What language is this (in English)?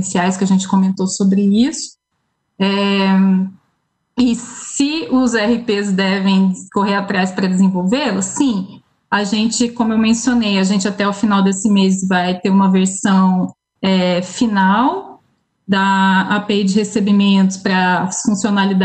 Portuguese